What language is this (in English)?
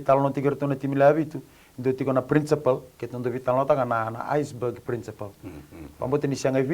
Fijian